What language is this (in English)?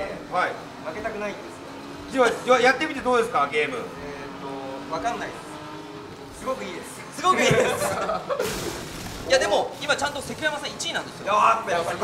Japanese